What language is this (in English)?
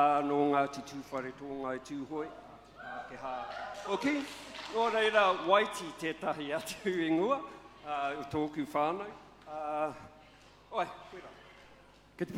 Māori